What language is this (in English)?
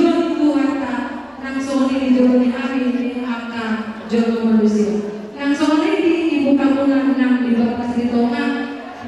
Batak Toba